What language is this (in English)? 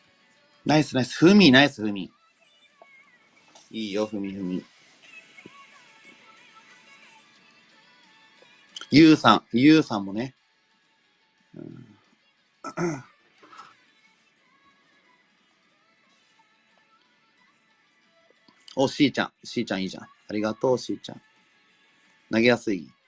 Japanese